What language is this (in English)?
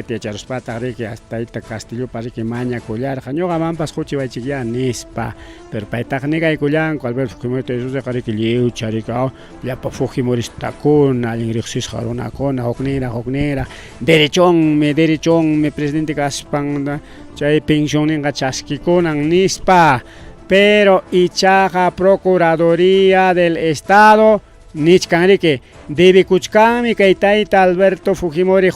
Ayacucho Quechua